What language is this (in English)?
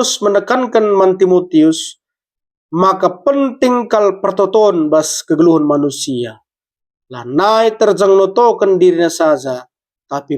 Batak Karo